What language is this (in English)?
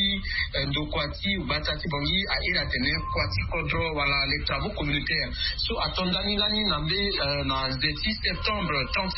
Sango